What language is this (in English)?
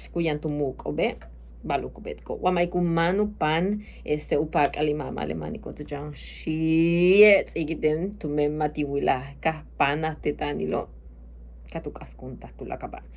Yucateco